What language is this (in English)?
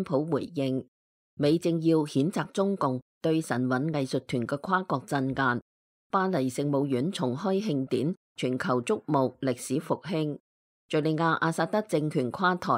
Cantonese